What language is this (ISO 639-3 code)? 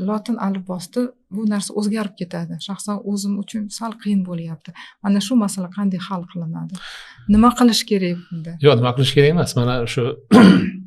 uzb